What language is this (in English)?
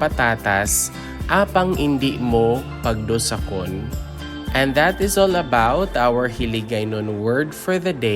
Hiligaynon